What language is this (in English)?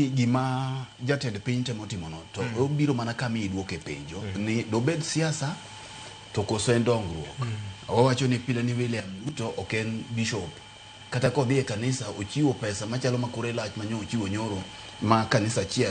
Luo (Kenya and Tanzania)